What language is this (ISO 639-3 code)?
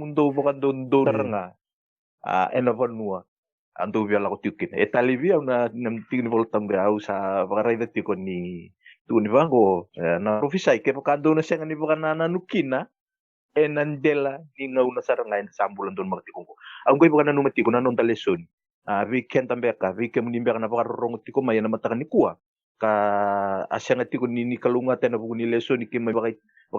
fij